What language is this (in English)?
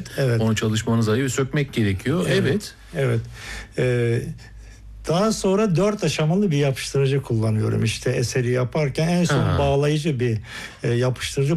Turkish